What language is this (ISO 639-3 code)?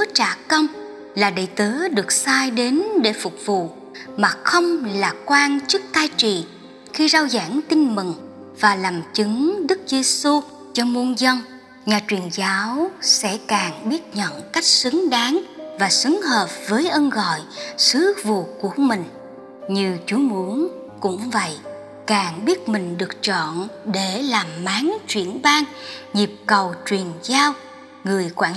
vie